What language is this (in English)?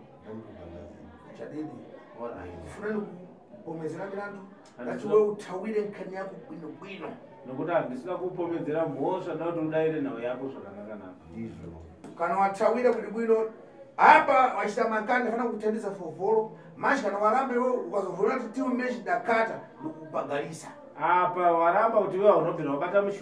Shona